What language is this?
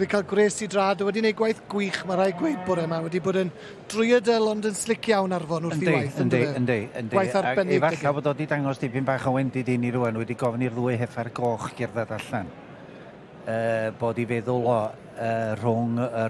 Welsh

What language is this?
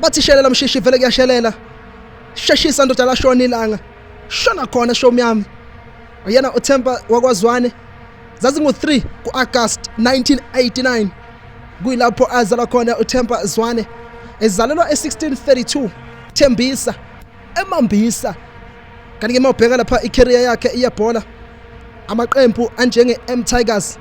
Zulu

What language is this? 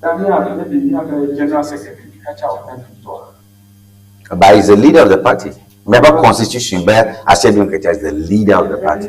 Ewe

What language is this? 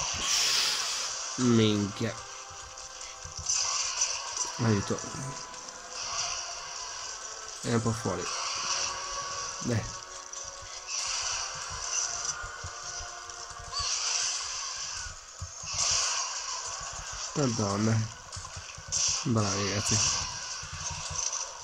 Italian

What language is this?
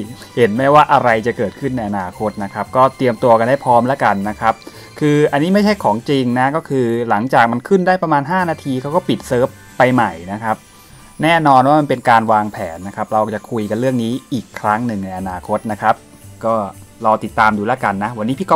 Thai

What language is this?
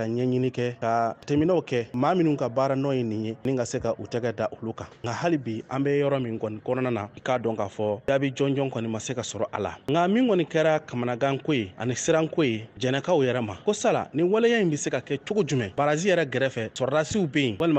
Bambara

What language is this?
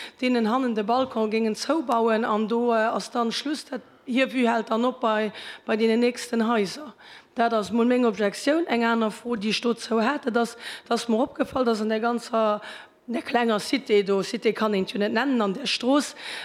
Luxembourgish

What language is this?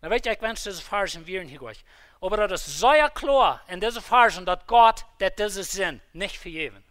Plautdietsch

